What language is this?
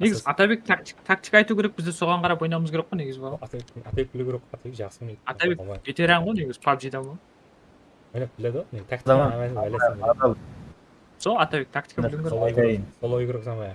Kara-Kalpak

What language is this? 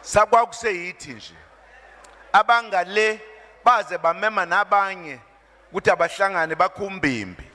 Zulu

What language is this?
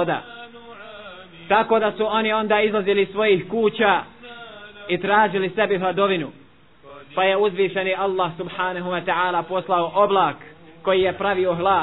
Bosnian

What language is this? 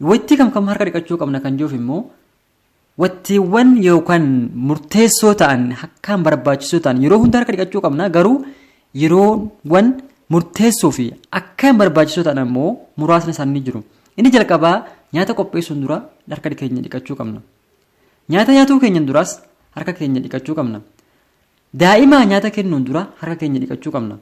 Oromo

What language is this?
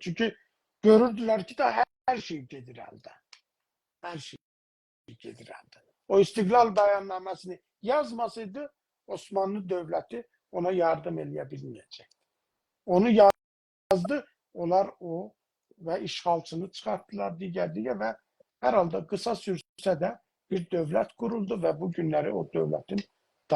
South Azerbaijani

